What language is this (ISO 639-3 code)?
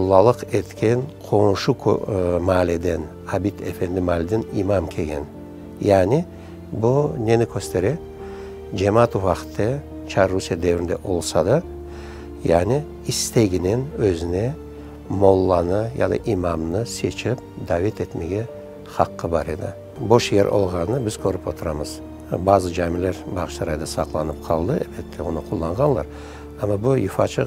crh